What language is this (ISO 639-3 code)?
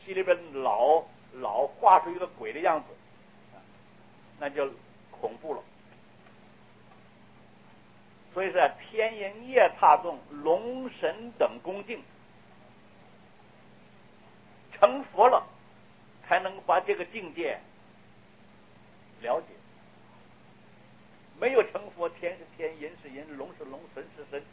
zho